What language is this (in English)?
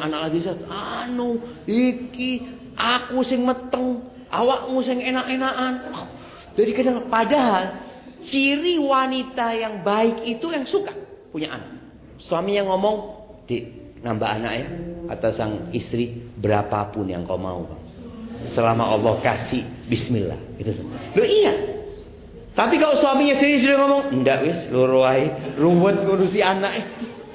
Indonesian